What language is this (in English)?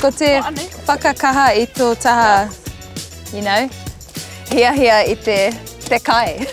Māori